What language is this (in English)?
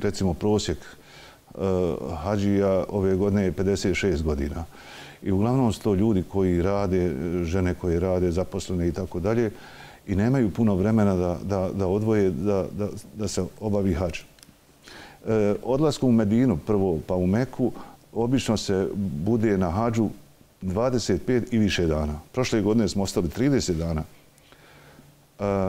Bosnian